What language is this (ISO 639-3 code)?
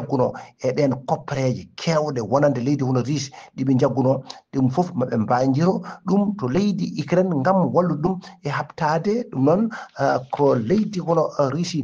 ful